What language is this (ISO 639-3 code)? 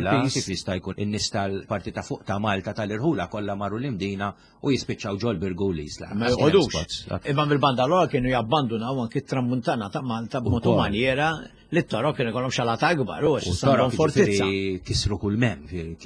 mlt